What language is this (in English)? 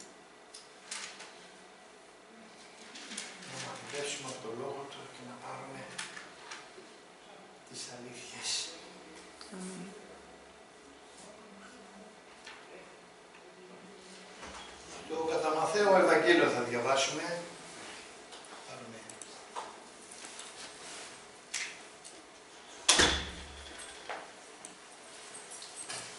Greek